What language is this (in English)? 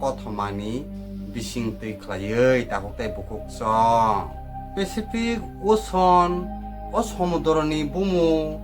Kok Borok